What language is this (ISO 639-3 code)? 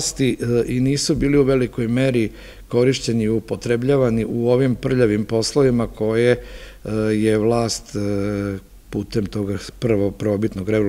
srp